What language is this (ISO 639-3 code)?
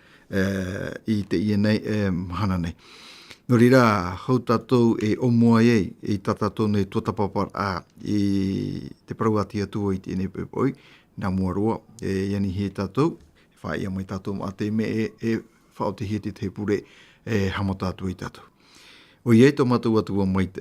tah